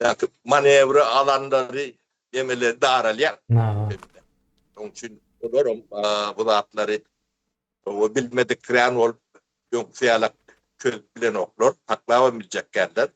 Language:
Turkmen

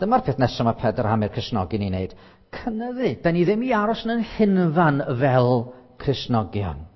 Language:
Welsh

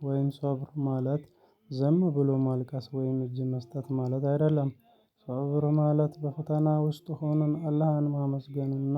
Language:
Amharic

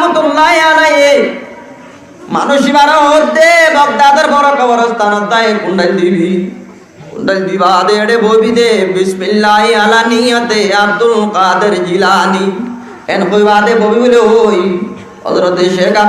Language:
Rohingya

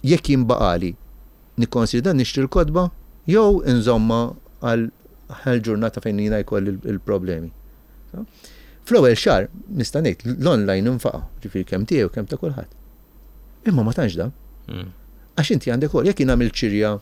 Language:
Maltese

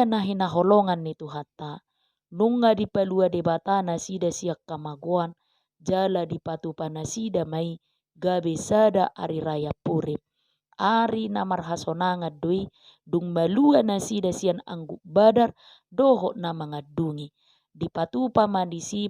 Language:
Batak Toba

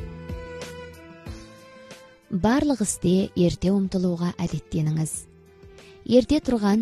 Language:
Kazakh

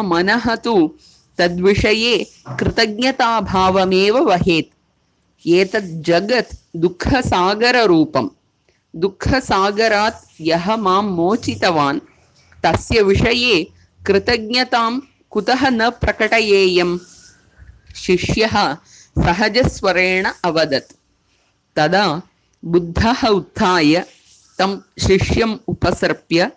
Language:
Sanskrit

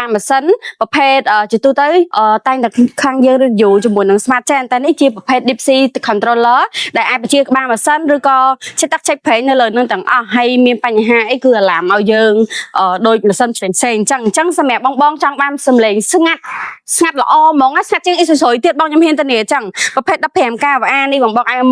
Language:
Khmer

